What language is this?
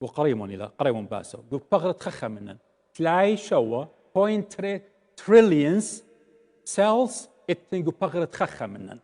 Assyrian Neo-Aramaic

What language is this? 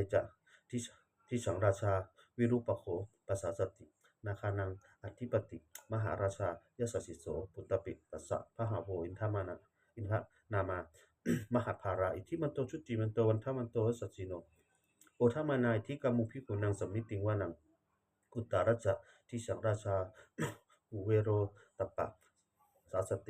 Pali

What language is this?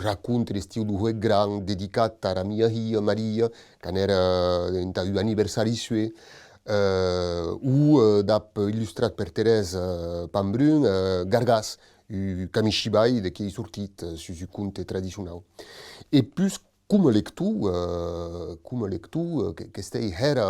Occitan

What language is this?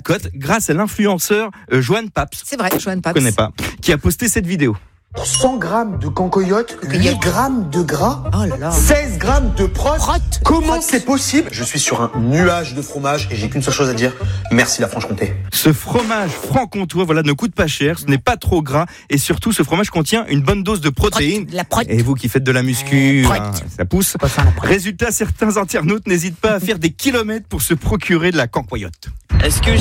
French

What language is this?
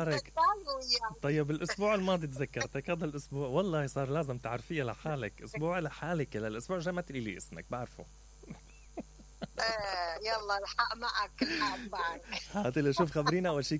Mesopotamian Arabic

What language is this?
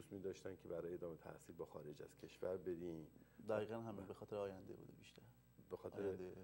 Persian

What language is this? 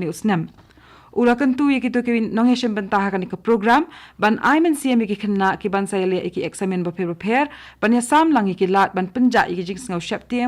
Khasi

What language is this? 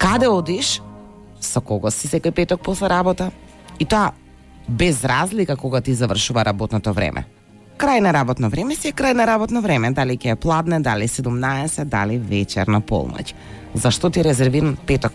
Macedonian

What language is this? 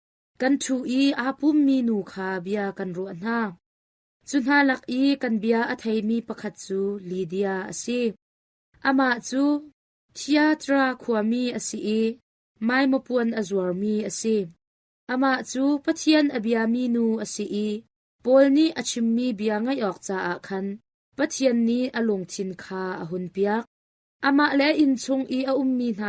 Hakha Chin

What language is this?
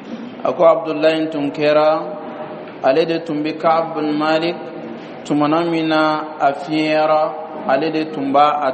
Bambara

